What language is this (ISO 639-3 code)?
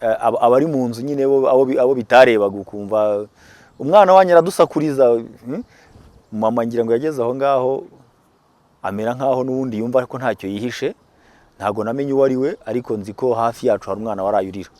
kin